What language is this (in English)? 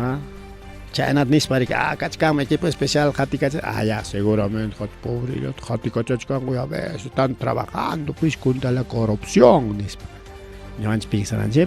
Ayacucho Quechua